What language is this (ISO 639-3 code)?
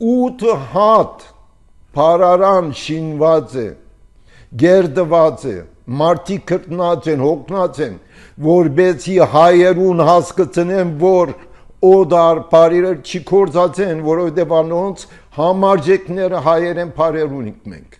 hye